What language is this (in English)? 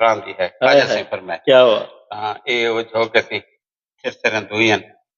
Saraiki